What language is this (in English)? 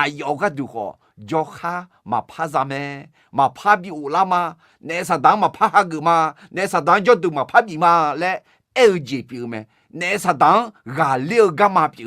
Akha